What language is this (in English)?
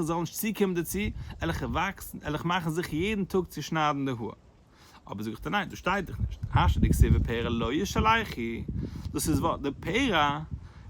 Yiddish